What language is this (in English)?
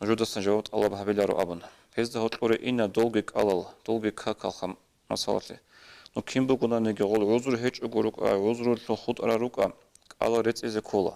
Avaric